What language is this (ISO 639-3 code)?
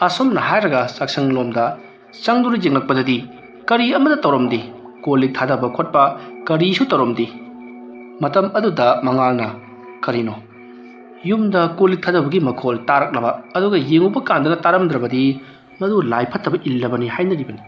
mni